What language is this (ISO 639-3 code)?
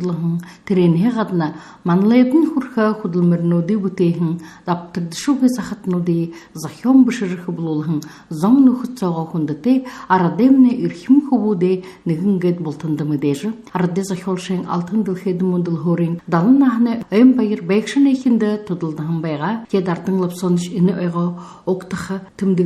bua